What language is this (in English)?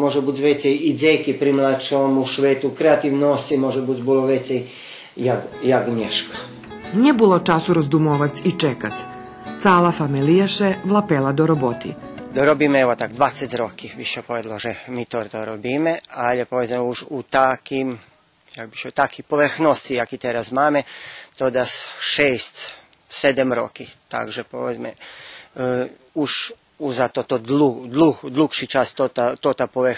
Rusyn